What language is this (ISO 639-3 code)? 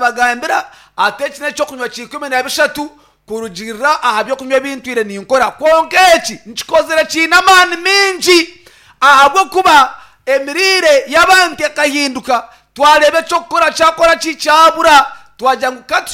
nyn